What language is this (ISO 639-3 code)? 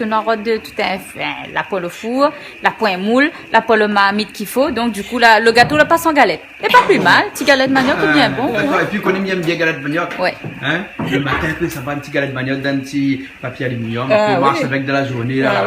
rcf